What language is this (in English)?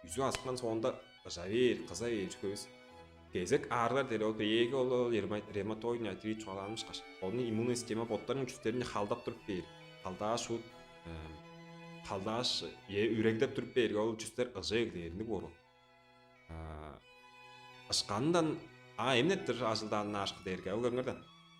Tuvinian